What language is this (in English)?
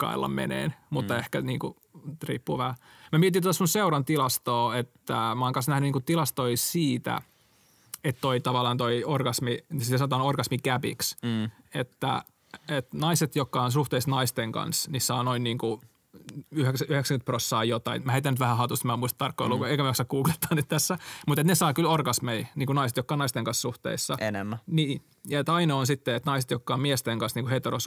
Finnish